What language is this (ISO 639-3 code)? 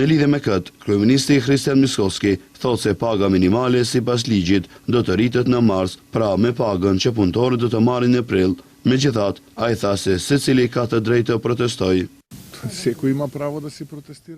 sqi